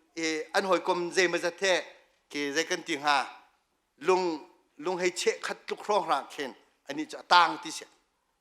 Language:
Hakha Chin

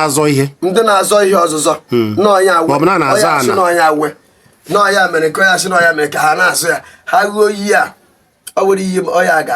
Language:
Igbo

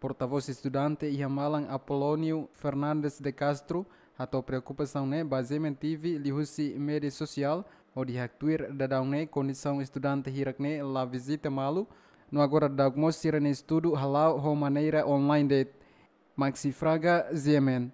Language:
Tetum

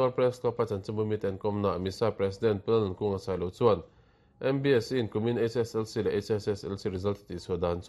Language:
Mizo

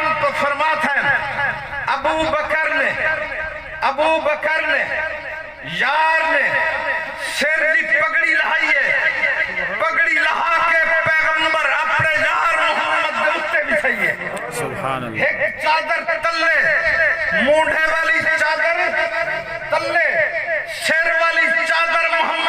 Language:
Saraiki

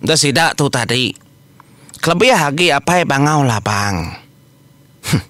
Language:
Iban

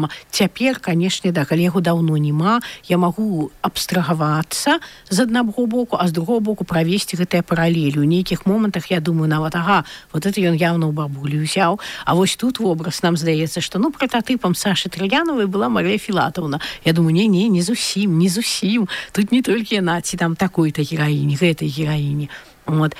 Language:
Belarusian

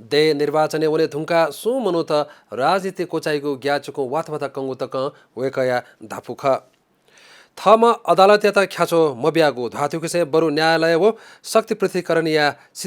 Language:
Newari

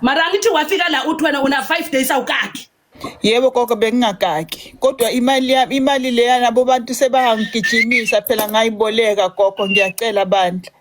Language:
Zulu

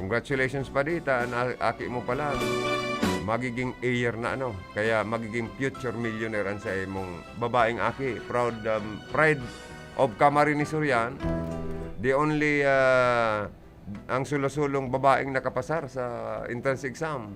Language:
Bikol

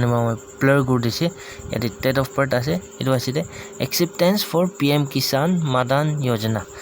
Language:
Naga Pidgin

